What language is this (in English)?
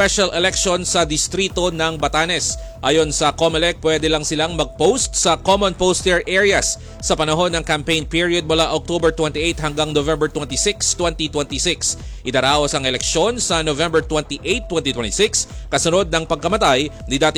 Filipino